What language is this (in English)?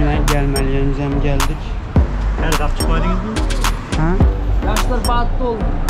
Turkmen